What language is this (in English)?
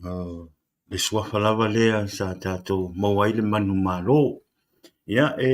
Samoan